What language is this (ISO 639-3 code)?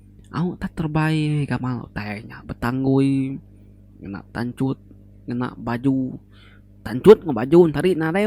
iba